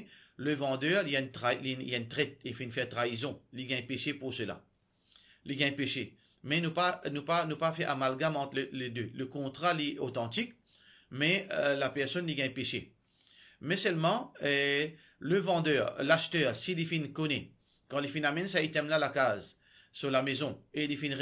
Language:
Morisyen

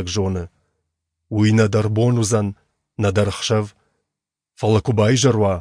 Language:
Ossetic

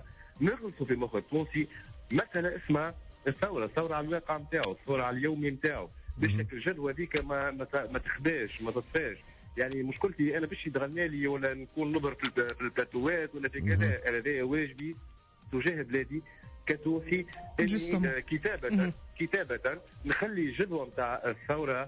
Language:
Tunisian Arabic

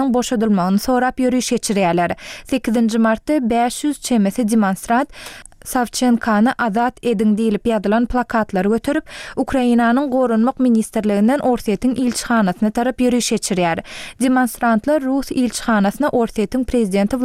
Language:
Turkmen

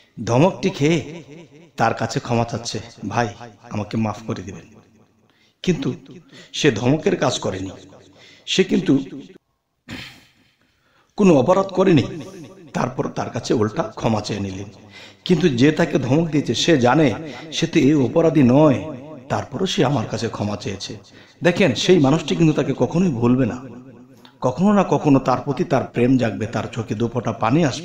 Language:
Bangla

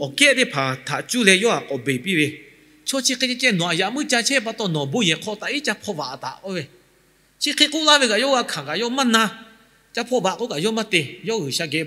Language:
Lahu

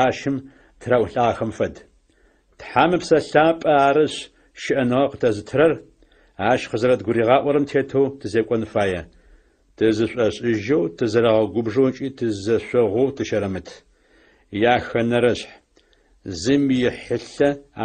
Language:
Adyghe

